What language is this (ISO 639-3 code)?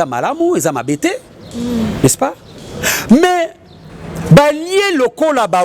lin